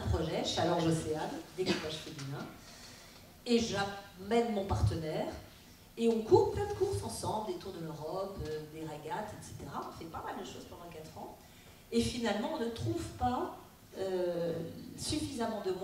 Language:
French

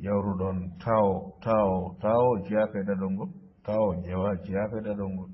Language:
Fula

